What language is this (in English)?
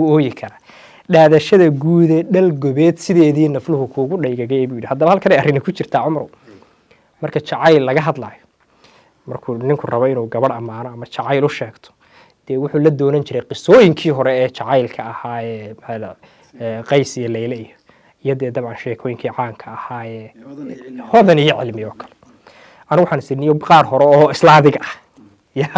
Somali